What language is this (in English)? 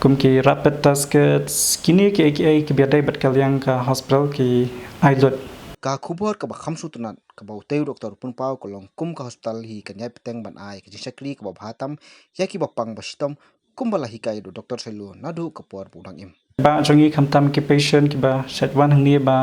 Khasi